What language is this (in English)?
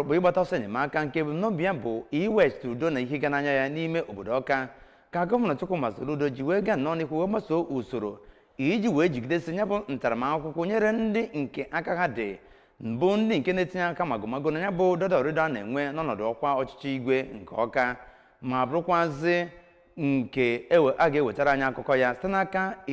Igbo